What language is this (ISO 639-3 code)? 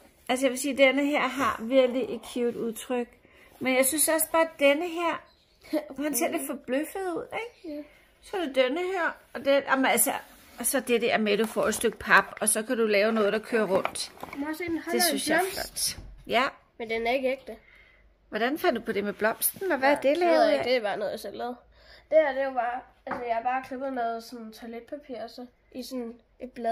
dan